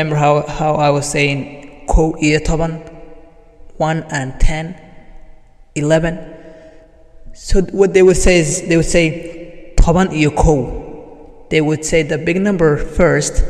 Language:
English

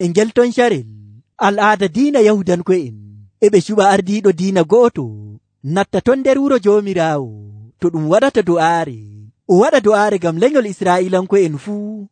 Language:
Nigerian Fulfulde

